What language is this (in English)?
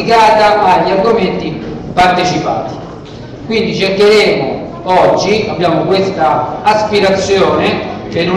Italian